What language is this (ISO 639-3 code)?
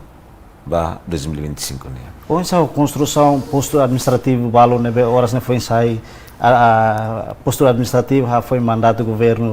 tet